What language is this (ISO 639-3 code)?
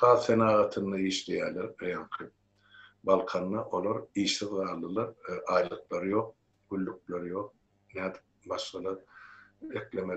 tuk